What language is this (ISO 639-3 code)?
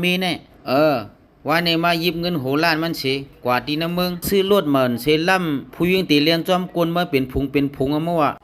shn